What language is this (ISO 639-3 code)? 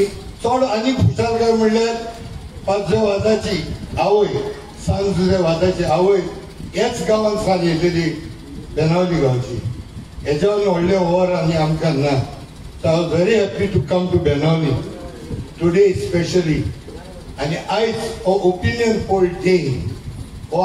kok